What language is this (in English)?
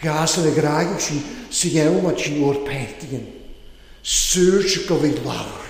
Welsh